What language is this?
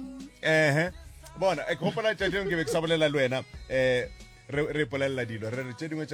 Northern Sotho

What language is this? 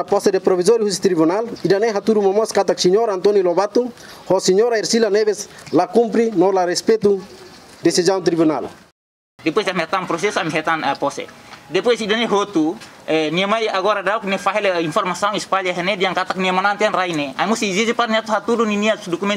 Tetum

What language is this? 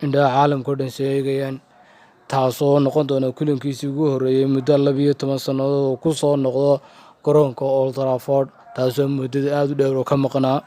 Somali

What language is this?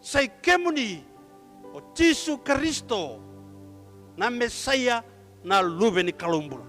Fijian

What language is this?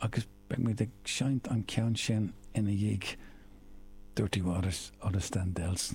Irish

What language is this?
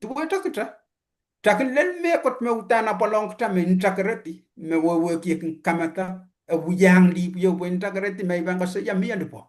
Pohnpeian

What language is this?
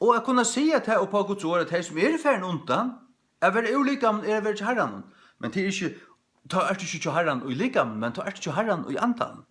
Faroese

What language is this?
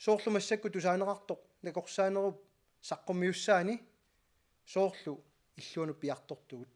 Kalaallisut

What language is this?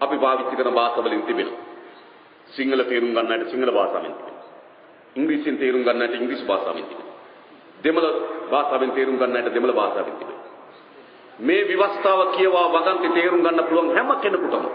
Sinhala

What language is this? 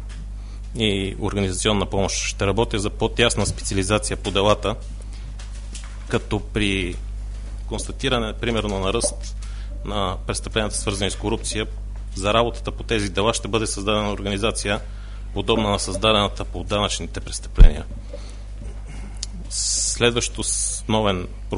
Bulgarian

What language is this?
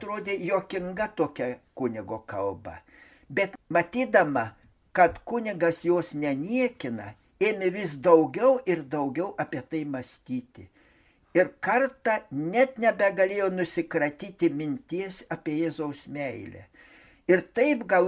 Lithuanian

